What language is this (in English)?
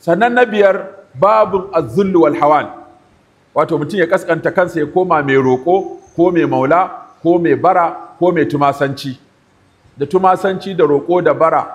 Hausa